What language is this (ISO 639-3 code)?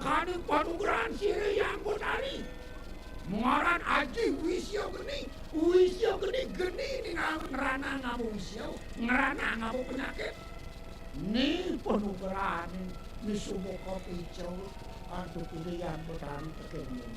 ban